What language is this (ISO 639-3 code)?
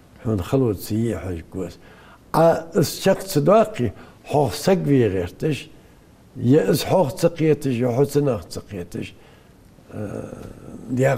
inh